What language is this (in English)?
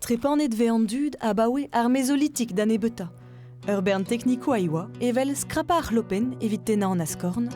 Breton